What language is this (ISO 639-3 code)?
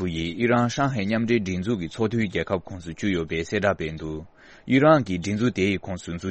bod